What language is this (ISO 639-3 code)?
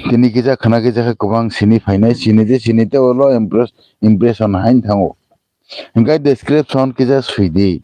trp